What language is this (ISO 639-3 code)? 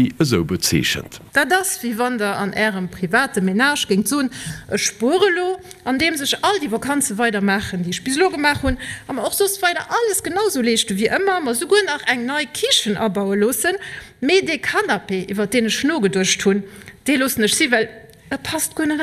ltz